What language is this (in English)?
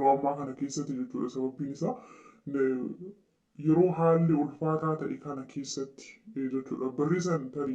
Oromo